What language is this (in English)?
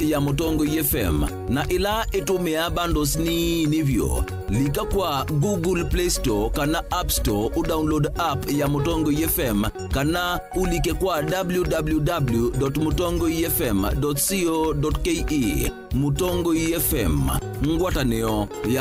Kamba